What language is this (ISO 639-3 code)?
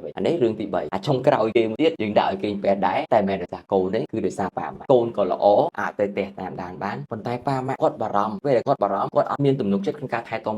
khm